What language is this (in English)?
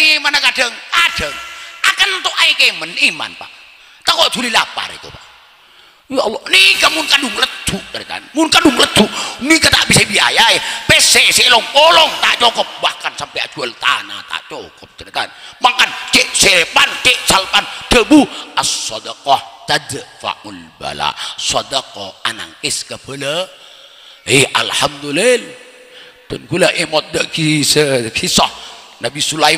Madurese